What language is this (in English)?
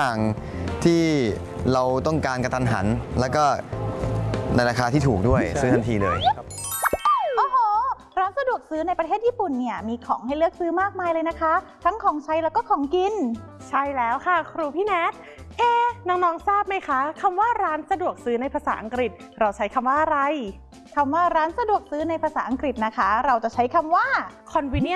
Thai